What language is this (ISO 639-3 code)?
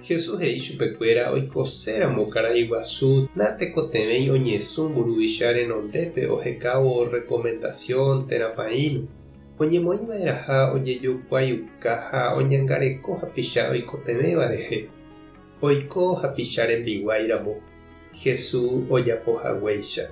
grn